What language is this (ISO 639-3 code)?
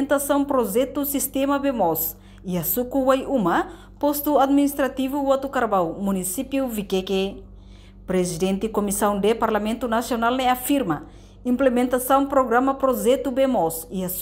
tet